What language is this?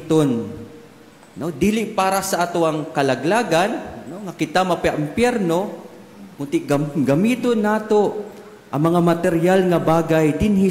Cebuano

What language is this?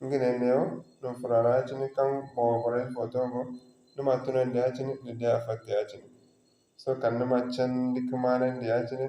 Zarma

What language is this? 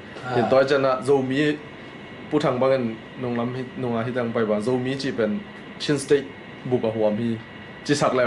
Tedim Chin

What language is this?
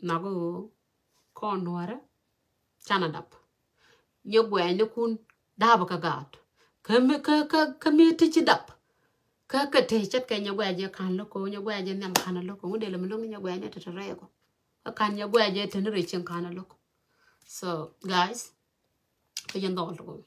Nuer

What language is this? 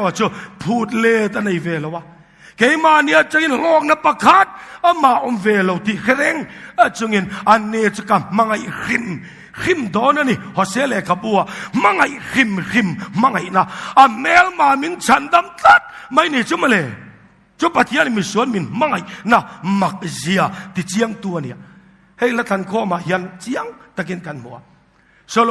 Mizo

